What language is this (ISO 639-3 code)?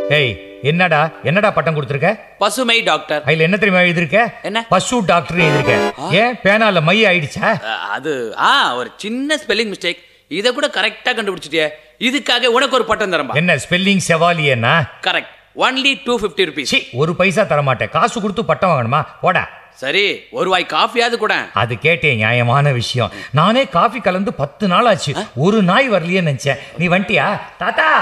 tam